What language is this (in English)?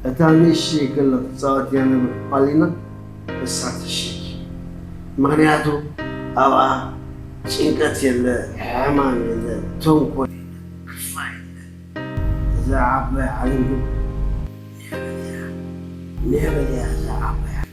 Tigrinya